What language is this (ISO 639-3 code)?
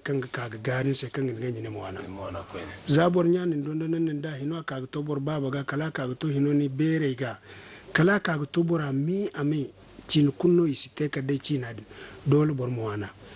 dje